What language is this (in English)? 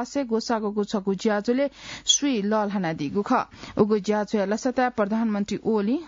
Newari